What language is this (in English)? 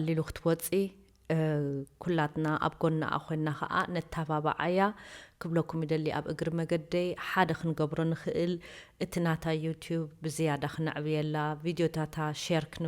Tigrinya